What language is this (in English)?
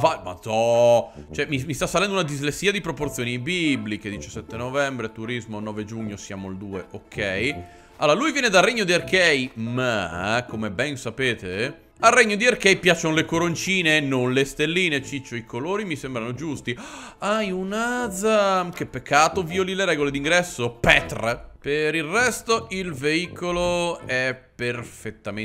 Italian